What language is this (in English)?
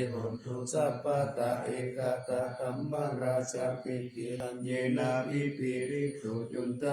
Pali